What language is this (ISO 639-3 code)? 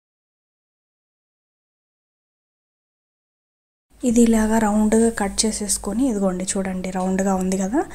tel